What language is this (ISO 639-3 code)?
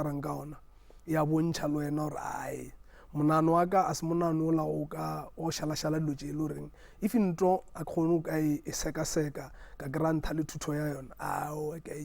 nso